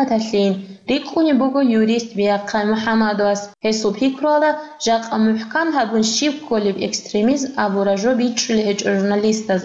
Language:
Avaric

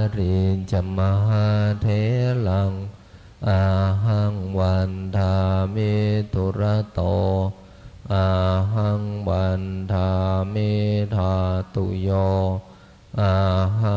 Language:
Pali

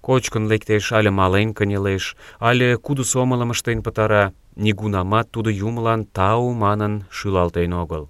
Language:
Mari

